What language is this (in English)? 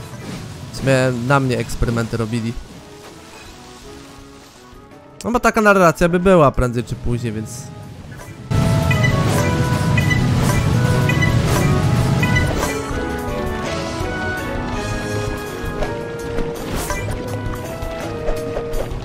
Polish